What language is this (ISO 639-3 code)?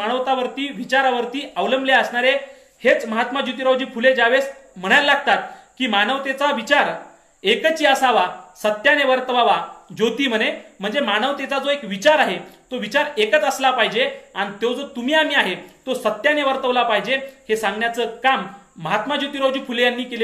mar